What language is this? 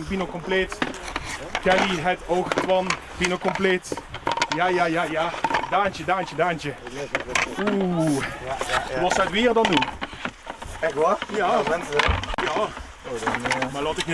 Limburgish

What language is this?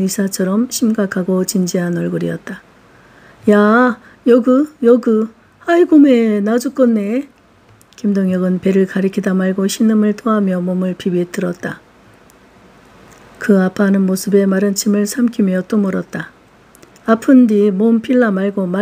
Korean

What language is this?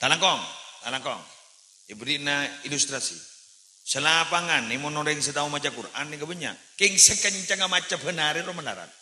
Madurese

